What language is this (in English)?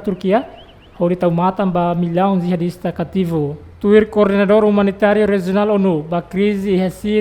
Tetum